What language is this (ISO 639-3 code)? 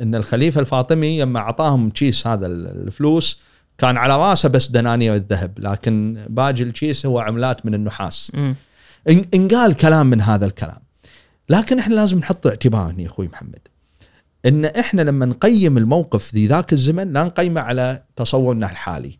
afb